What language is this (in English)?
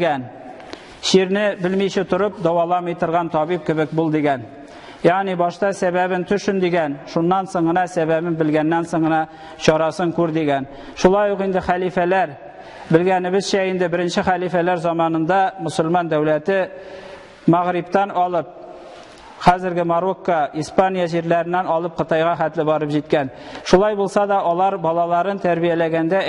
Tatar